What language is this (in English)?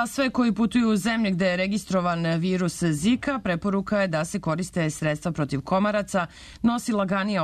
Serbian